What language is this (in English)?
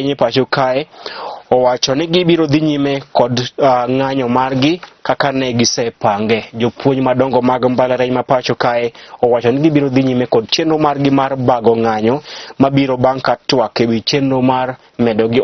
Luo (Kenya and Tanzania)